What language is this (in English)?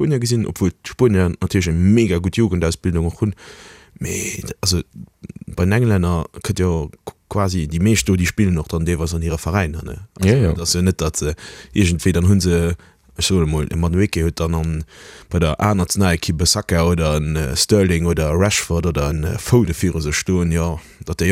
Luxembourgish